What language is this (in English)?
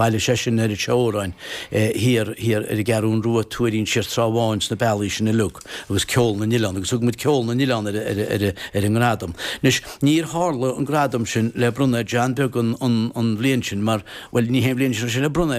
Irish